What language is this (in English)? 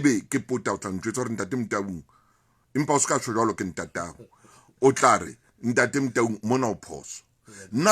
Southern Sotho